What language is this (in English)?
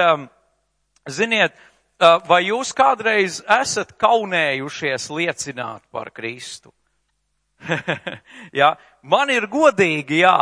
Latvian